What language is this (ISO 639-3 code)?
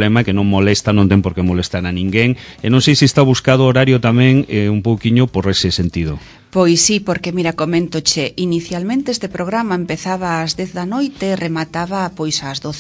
glg